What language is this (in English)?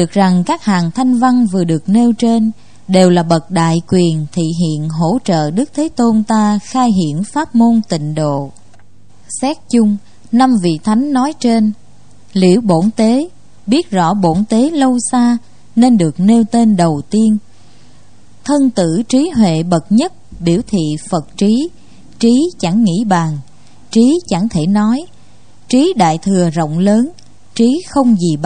Vietnamese